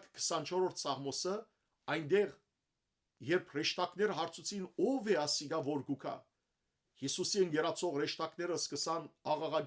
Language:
Western Armenian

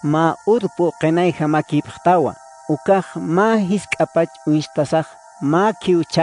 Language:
Aymara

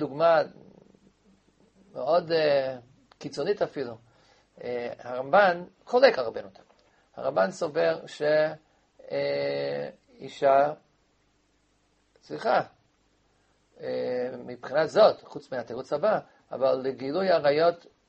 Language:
Hebrew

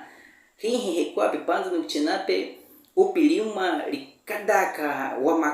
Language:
Baniwa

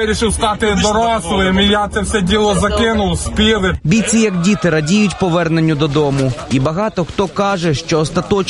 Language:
Ukrainian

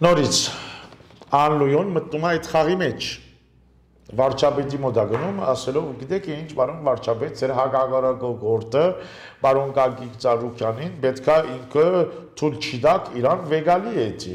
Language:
Armenian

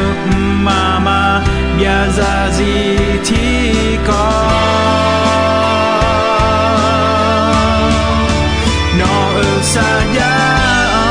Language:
Akha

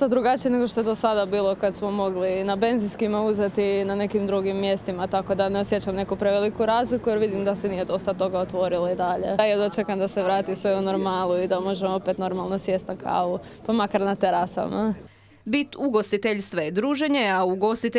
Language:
Croatian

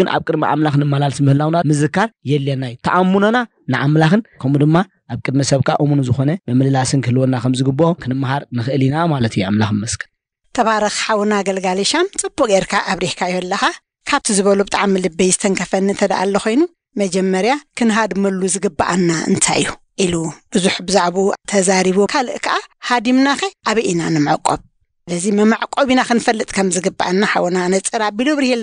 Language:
Tigrinya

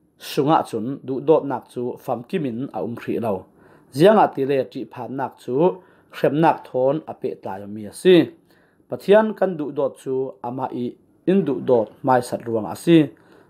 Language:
Falam Chin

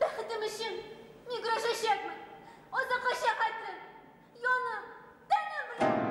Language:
Bashkir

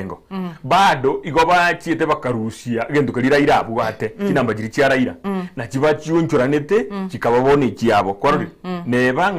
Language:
Gusii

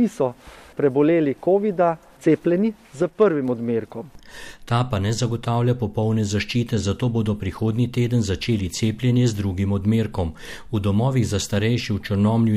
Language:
Slovenian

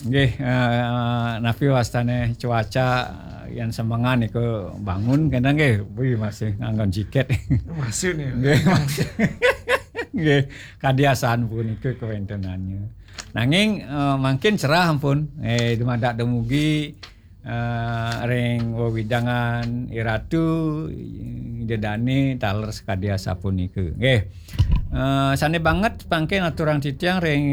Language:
Balinese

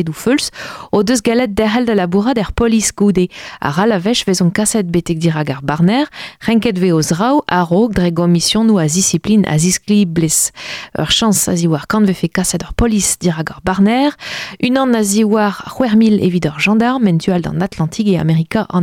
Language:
Breton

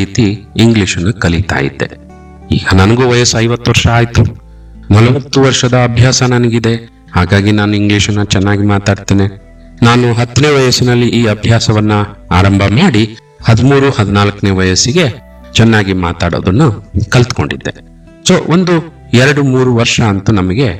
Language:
Kannada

